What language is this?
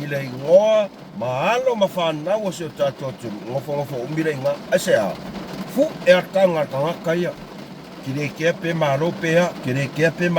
Samoan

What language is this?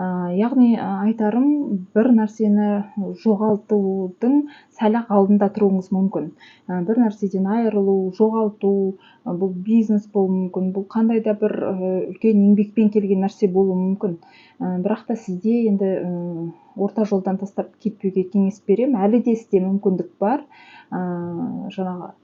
Kazakh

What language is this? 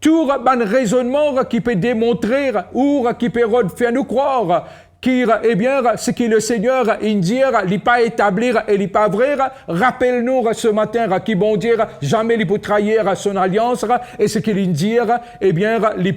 Morisyen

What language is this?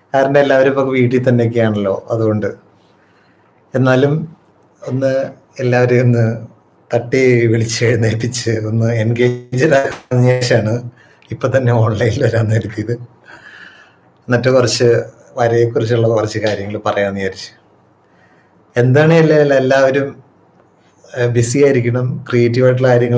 Malayalam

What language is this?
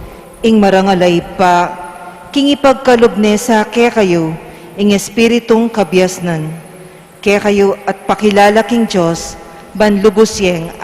Pampanga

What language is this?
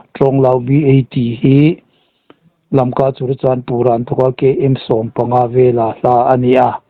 Hmar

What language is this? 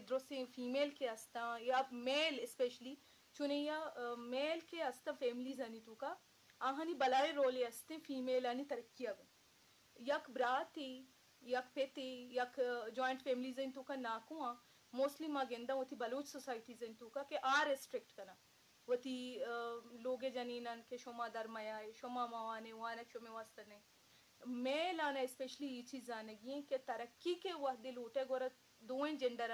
Eastern Balochi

